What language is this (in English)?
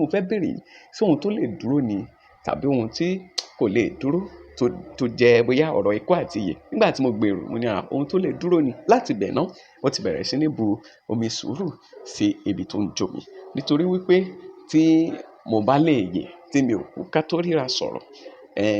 Yoruba